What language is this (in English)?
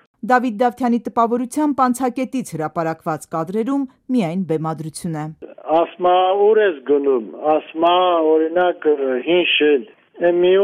Armenian